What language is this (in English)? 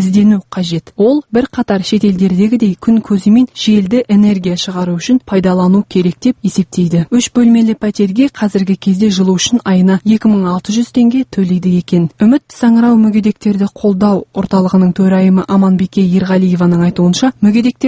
Kazakh